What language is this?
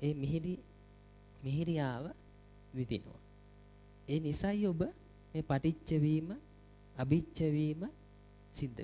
Sinhala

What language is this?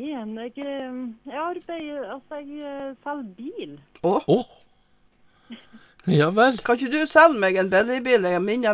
Norwegian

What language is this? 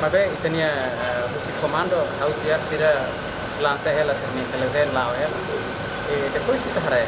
Tetum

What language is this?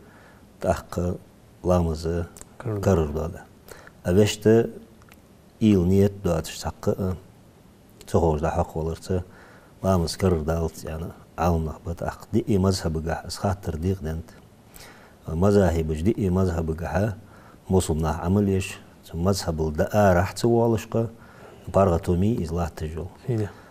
Ingush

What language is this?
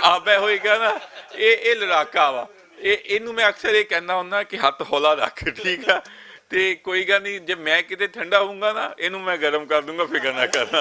Western Panjabi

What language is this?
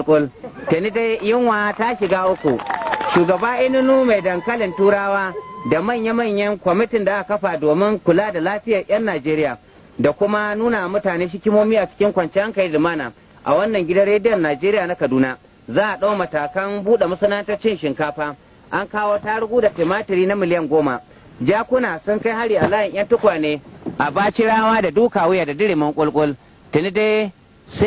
Hausa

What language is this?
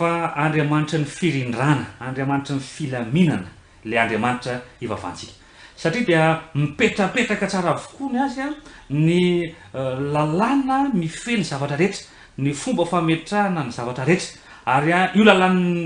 Malagasy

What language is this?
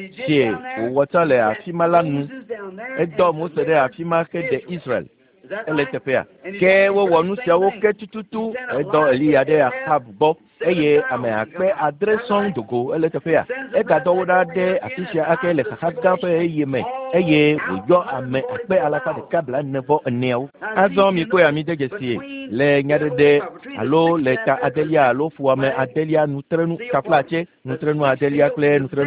Ewe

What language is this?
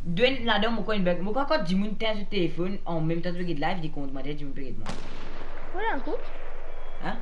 Morisyen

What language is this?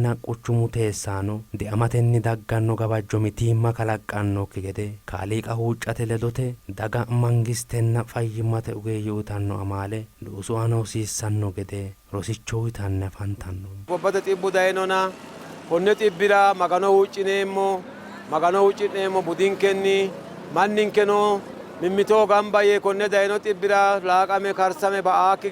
Sidamo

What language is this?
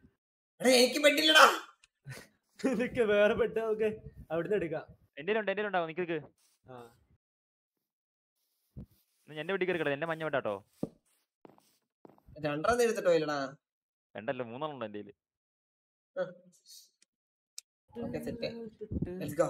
Malayalam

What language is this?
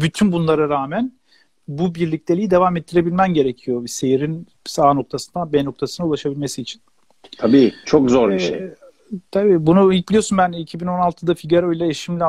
Turkish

